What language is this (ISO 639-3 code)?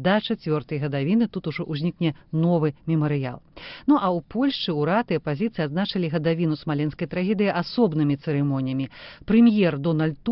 bel